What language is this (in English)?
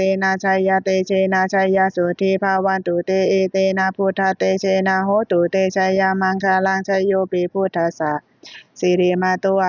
Pali